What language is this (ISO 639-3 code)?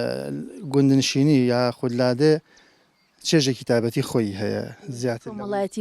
ckb